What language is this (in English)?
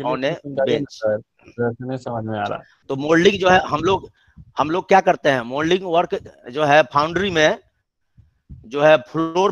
Hindi